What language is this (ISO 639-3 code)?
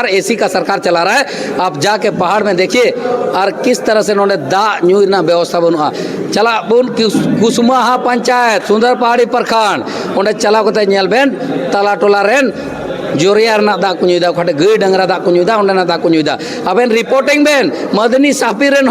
sat